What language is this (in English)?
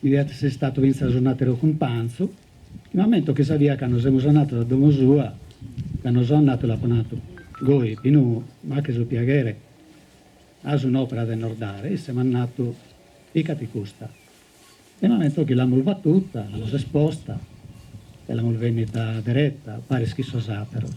Sardinian